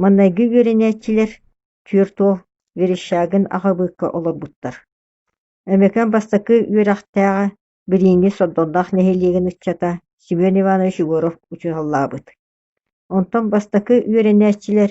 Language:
Yakut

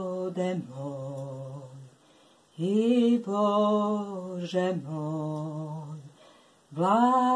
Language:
Serbian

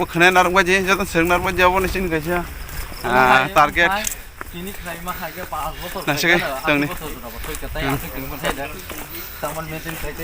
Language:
Kok Borok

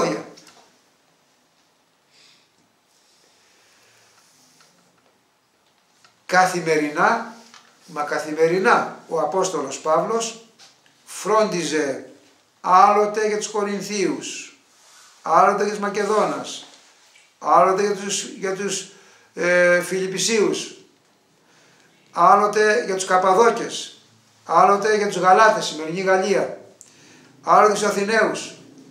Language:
Greek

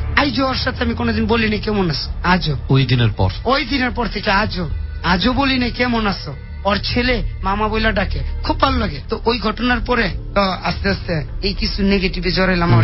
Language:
Bangla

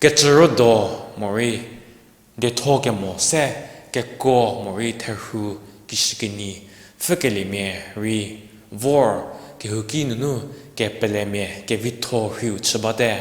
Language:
Angami Naga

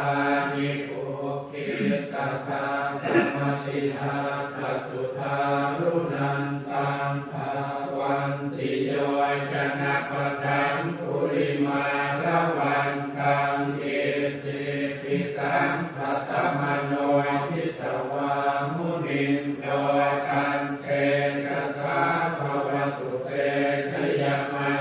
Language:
Pali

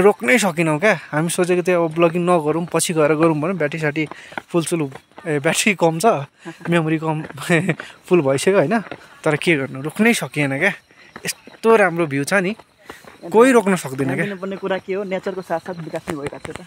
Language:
Nepali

